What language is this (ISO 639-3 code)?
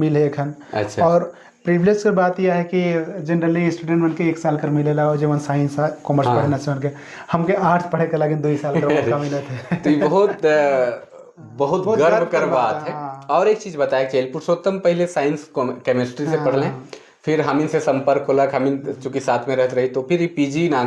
sck